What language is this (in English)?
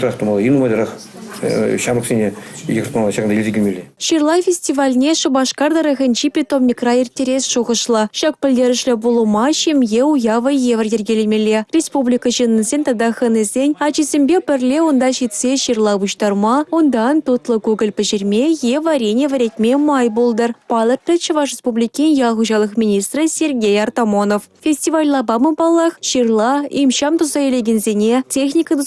Chuvash